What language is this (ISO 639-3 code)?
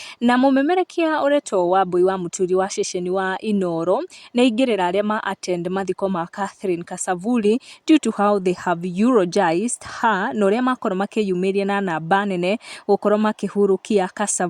kik